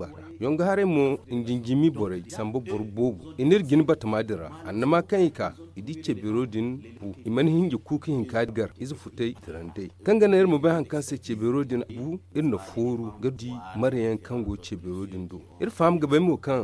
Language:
Zarma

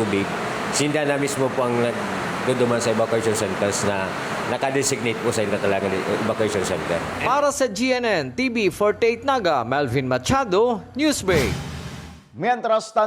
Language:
Bikol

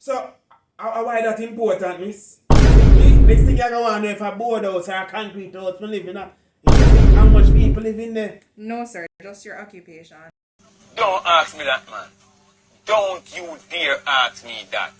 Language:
Jamaican Creole English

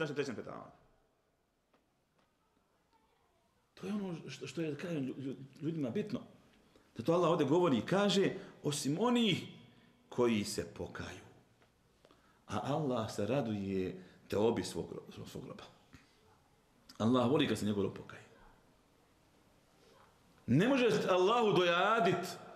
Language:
Bosnian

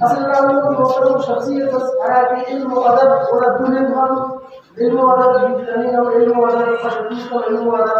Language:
Brahui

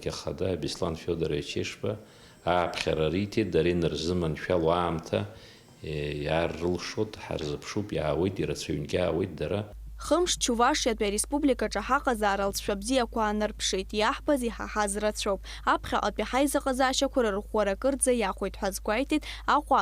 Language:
Abkhazian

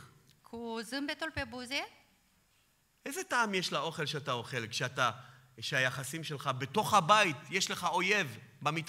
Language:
Hebrew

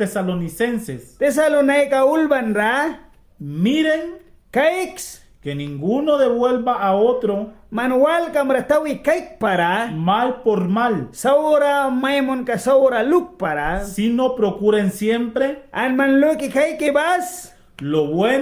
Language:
Mískito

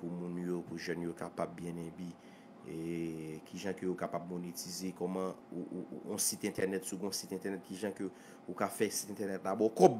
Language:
Haitian Creole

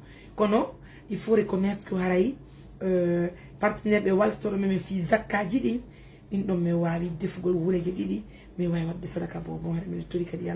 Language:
Fula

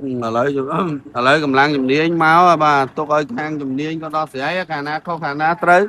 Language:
Khmer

